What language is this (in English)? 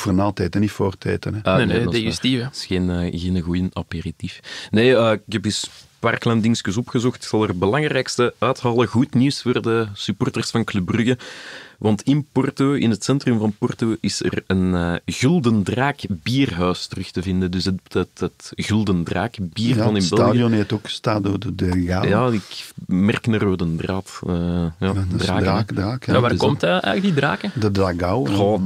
Dutch